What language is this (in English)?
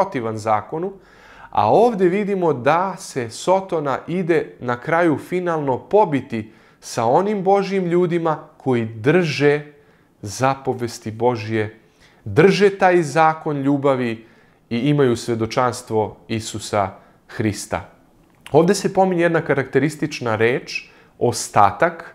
Serbian